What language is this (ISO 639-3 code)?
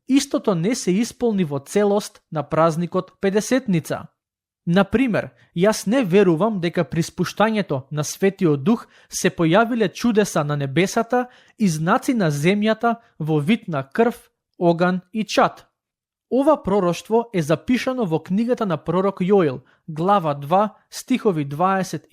mkd